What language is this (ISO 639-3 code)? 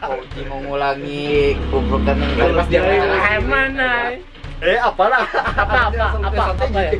bjn